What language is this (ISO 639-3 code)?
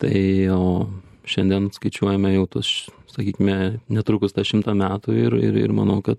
lit